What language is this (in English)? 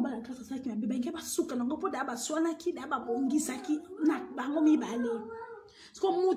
Lingala